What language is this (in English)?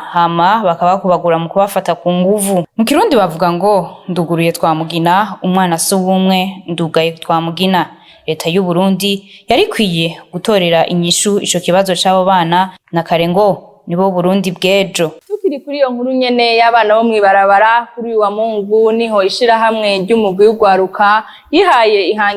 Rundi